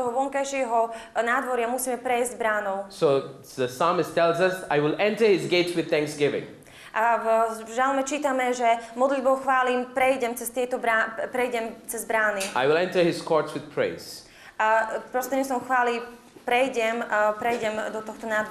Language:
Slovak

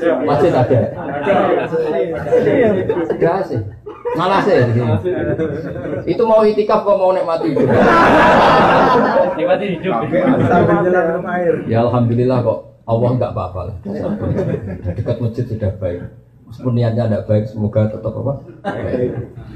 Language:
Indonesian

